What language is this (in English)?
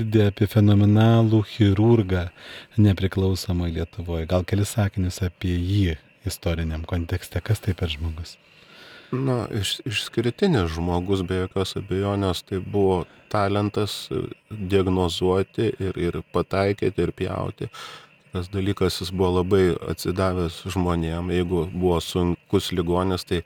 Lithuanian